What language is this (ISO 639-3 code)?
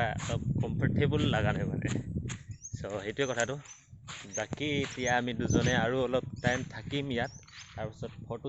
asm